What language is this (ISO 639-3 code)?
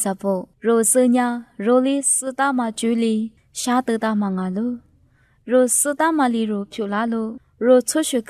lis